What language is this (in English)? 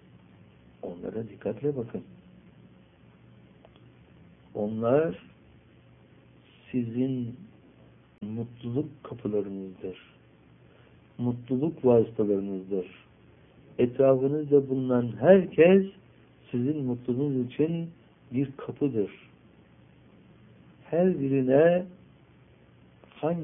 Turkish